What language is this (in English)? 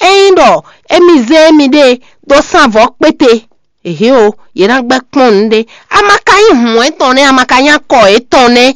Fon